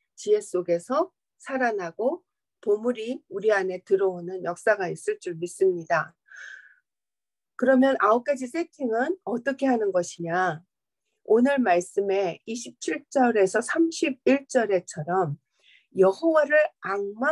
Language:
Korean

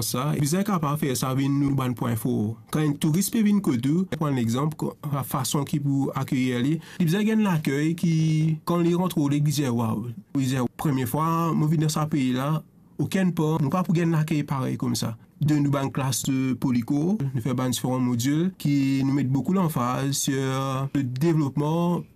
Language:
Morisyen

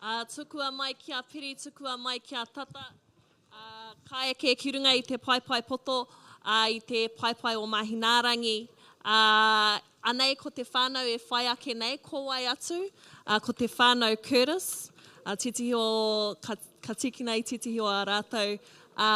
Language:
Māori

